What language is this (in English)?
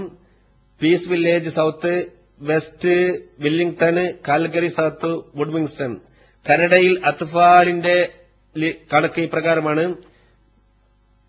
Malayalam